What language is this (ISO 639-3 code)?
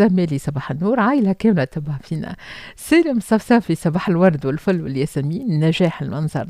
aeb